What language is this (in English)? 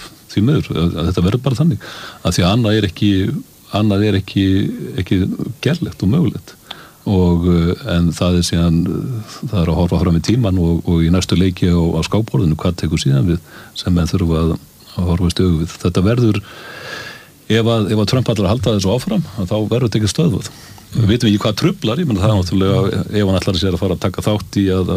Icelandic